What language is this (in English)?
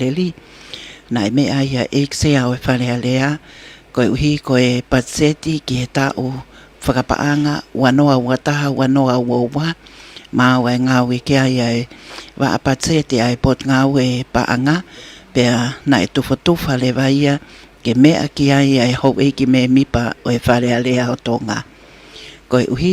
Tongan